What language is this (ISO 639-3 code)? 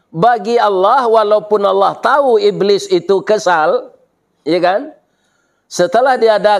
min